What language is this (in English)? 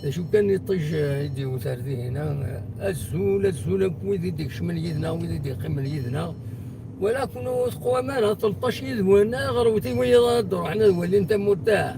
Kabyle